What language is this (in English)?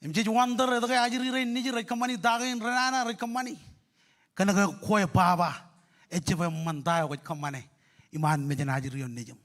Marshallese